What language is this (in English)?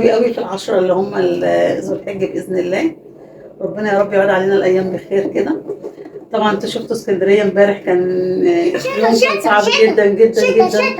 Egyptian Arabic